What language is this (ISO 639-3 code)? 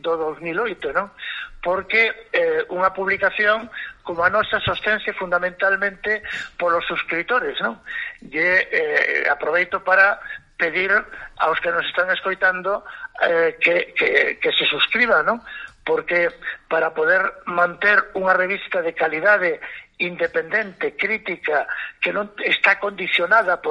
glg